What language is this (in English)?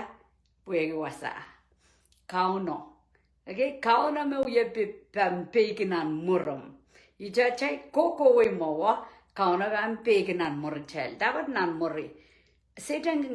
Pohnpeian